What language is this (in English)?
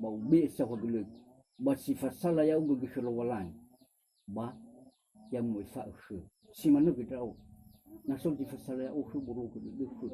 Nias